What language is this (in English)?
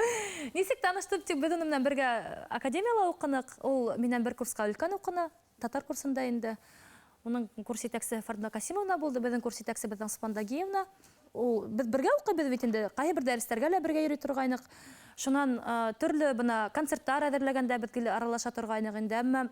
Bashkir